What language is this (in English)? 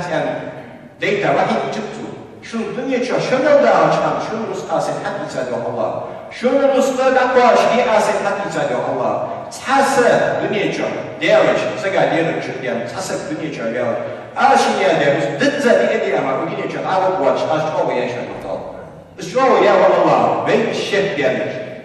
Ingush